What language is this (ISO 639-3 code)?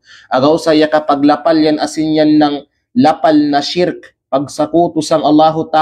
kqe